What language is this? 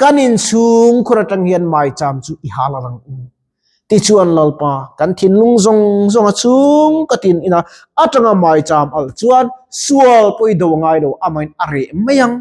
Mizo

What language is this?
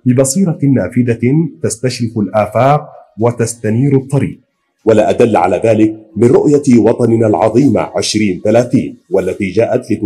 Arabic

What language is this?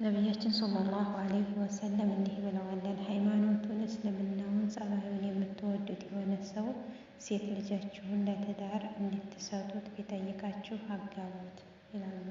Amharic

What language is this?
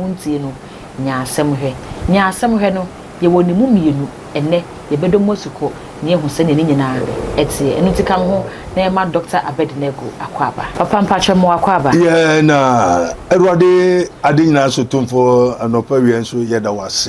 Akan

